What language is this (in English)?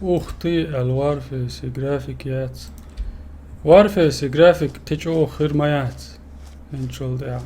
Chechen